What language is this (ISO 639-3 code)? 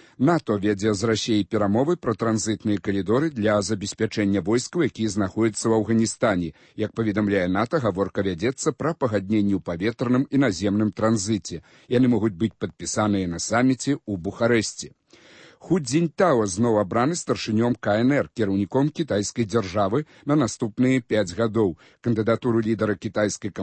bel